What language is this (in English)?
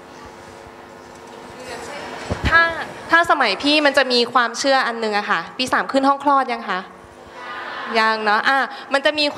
Thai